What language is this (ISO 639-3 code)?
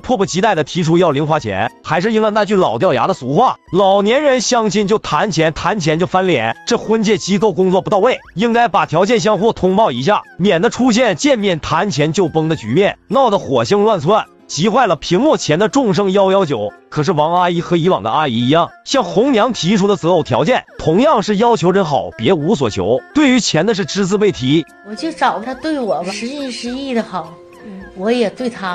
zho